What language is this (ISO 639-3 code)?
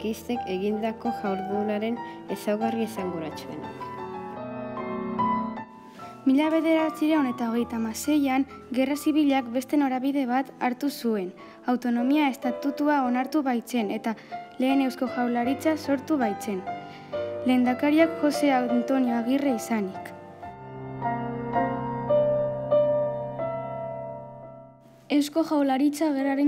eus